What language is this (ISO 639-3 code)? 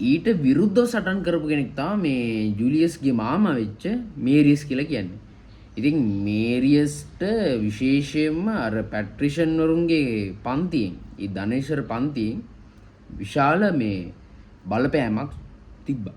sin